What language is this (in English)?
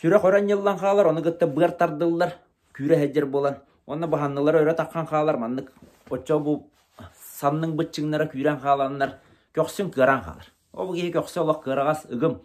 Yakut